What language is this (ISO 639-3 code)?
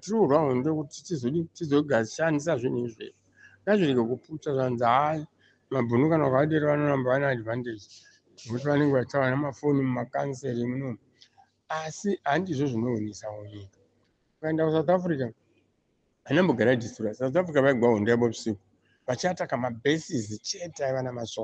sna